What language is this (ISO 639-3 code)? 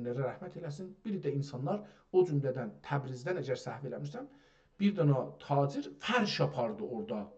azb